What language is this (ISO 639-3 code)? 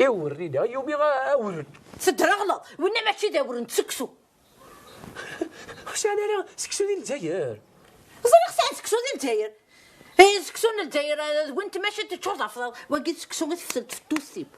kab